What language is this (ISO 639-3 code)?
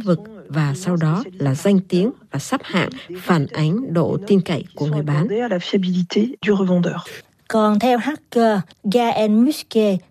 vie